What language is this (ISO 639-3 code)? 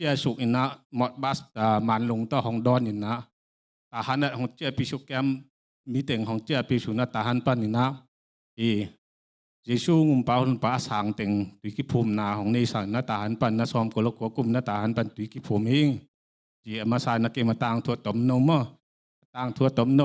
ctd